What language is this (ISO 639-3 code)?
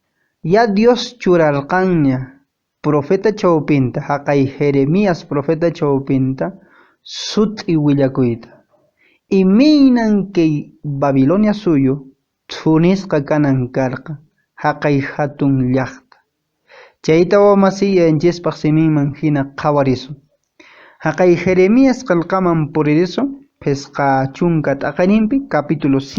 que